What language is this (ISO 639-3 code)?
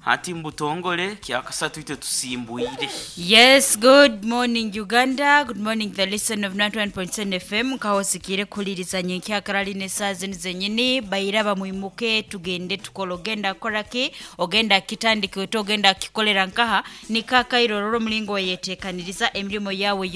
nyo